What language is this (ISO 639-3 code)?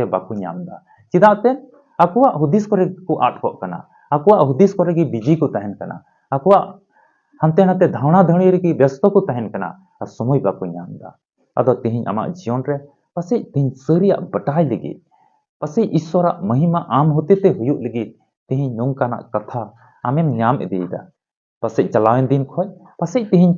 sat